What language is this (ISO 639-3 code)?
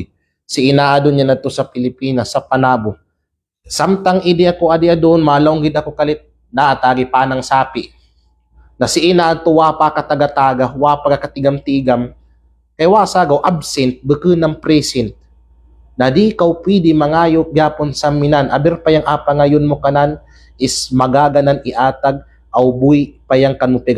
kqe